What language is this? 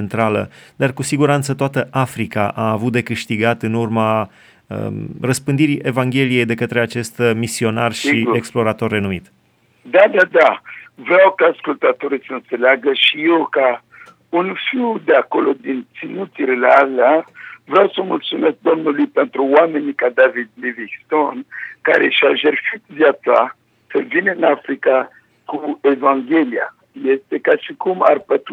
Romanian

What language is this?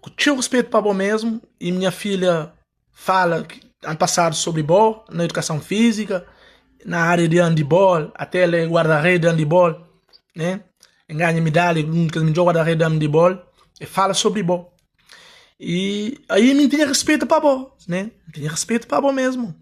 Kabuverdianu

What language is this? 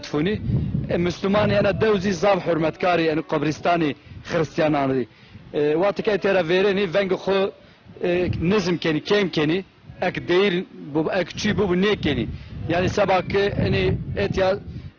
Zaza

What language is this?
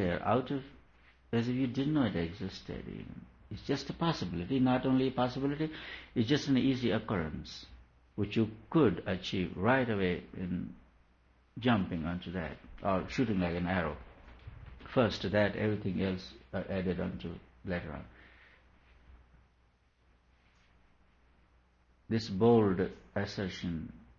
English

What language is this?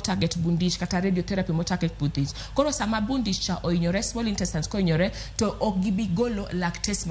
Luo (Kenya and Tanzania)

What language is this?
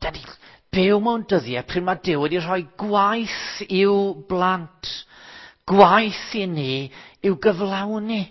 Welsh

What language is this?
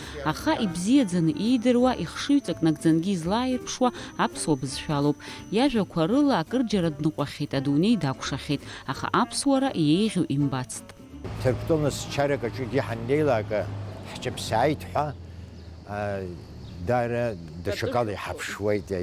Abkhazian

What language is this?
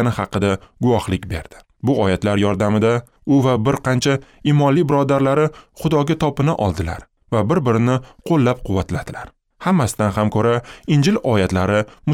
Uzbek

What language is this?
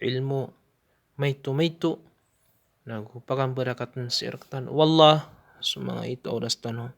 Maranao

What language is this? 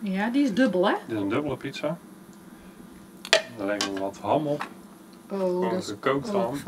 Dutch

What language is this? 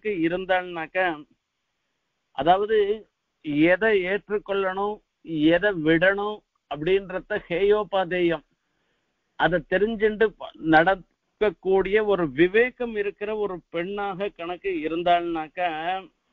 Tamil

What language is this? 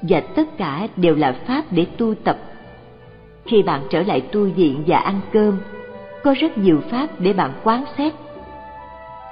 Vietnamese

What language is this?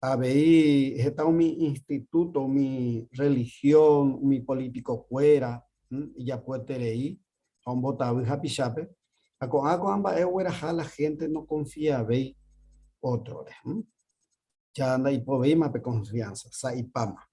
Guarani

